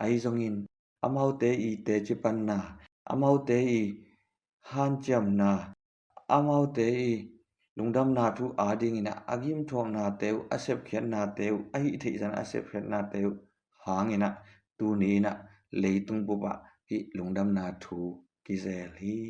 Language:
Tedim Chin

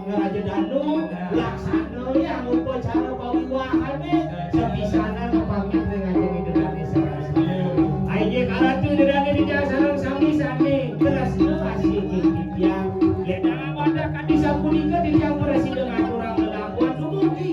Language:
Balinese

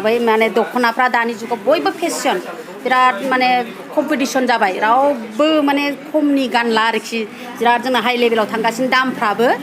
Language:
Bodo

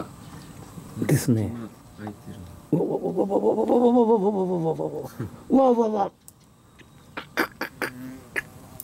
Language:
Japanese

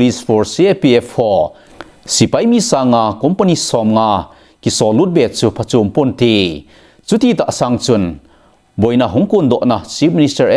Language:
Thado Chin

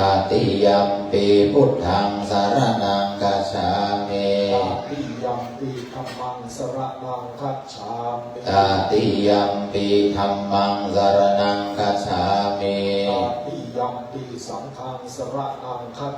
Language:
Pali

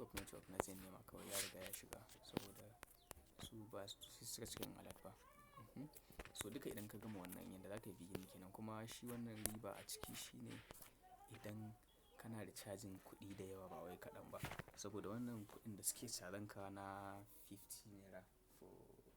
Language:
Hausa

